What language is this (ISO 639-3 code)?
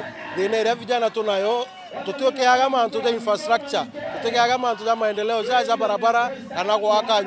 mer